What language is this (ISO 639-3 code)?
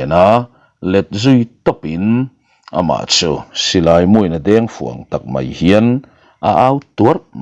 lus